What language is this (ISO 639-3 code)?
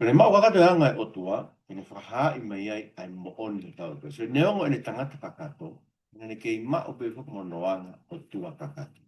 ton